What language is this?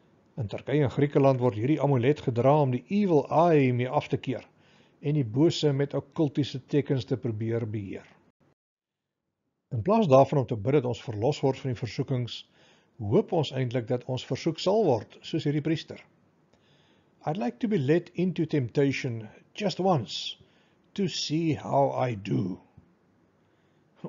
Afrikaans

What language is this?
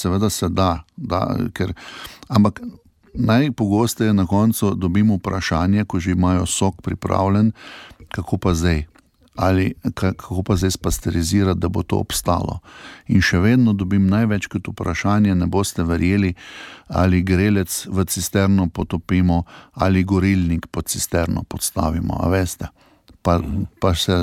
Slovenian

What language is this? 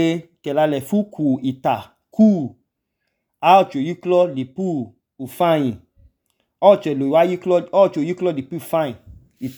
Idoma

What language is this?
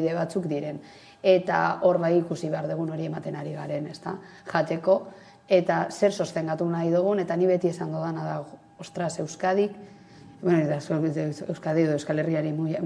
Basque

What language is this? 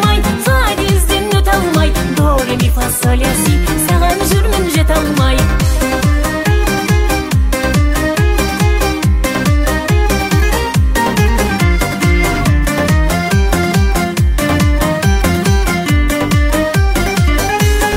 Kazakh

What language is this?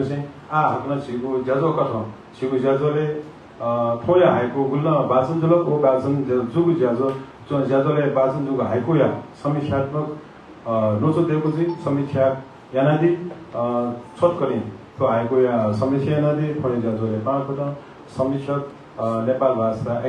Newari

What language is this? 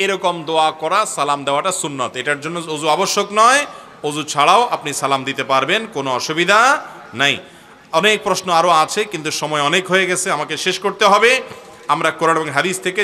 Bangla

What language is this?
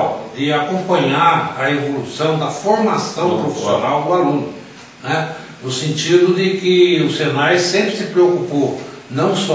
Portuguese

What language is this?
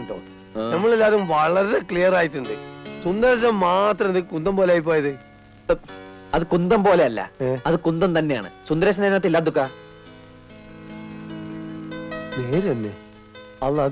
Malayalam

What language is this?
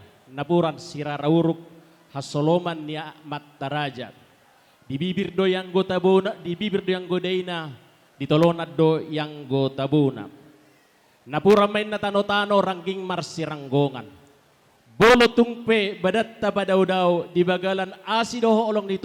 Batak Toba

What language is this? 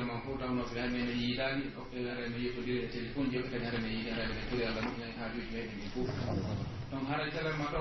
Pular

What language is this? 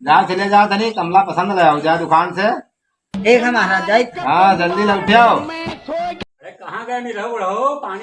Awadhi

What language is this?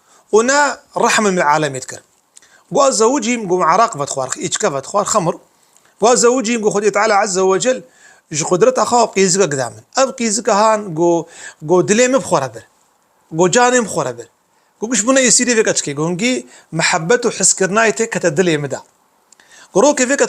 Kurdish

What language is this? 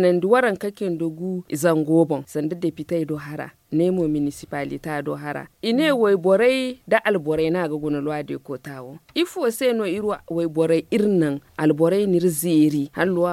Zarma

